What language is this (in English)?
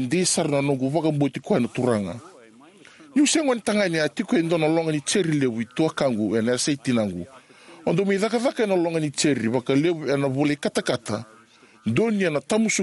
Fijian